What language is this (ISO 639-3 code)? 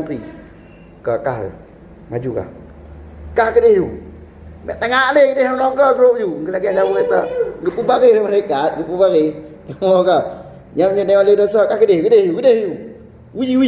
ace